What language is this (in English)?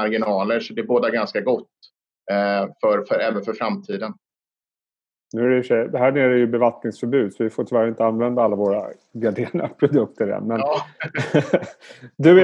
Swedish